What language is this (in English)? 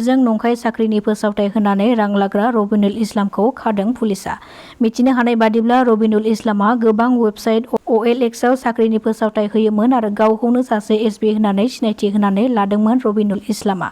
Bodo